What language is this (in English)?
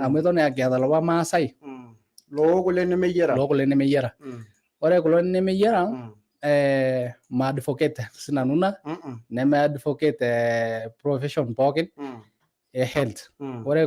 Masai